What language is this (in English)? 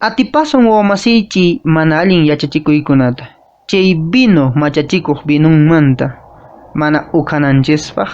Quechua